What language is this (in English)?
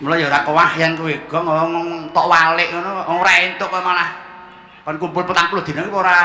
Javanese